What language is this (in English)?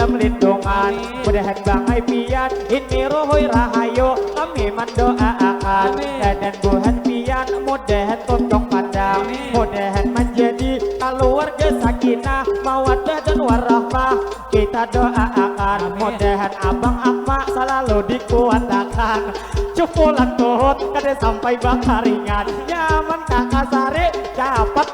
Banjar